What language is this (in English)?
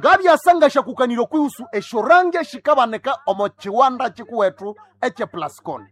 Nande